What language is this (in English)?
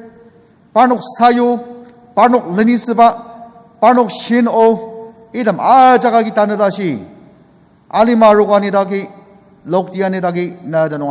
Ao Naga